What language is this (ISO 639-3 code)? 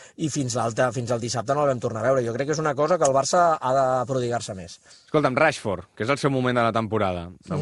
cat